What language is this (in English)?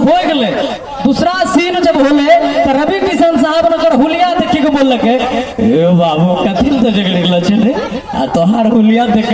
Angika